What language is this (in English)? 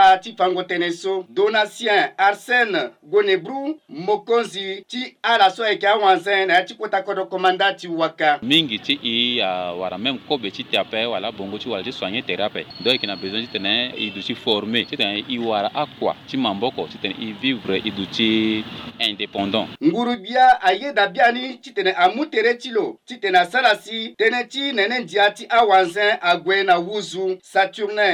Sango